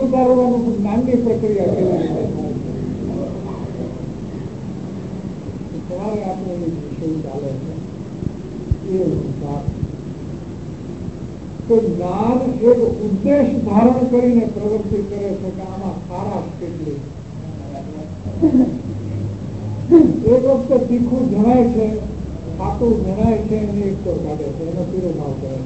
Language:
Gujarati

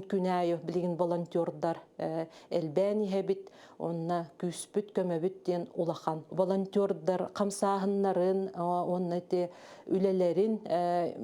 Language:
Yakut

